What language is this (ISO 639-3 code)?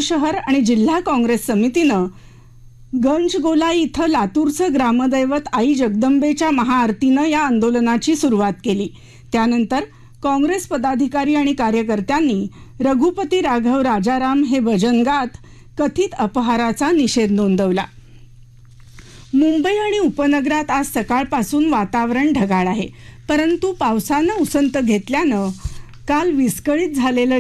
mar